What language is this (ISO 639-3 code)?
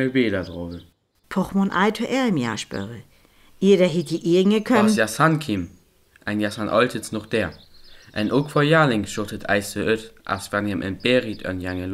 frr